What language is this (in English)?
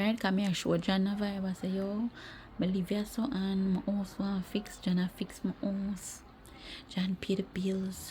Jamaican Creole English